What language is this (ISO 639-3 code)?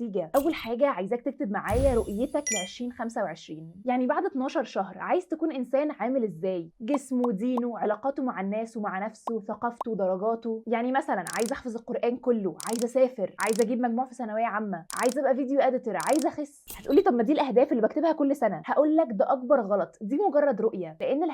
arz